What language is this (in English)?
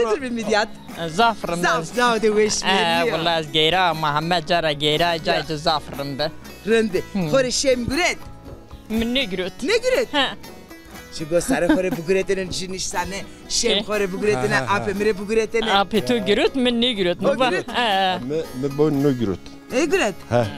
Zaza